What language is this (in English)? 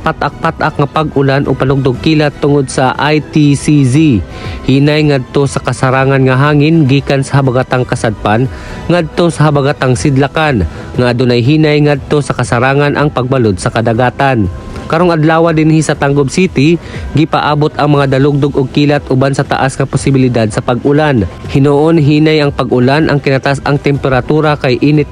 Cebuano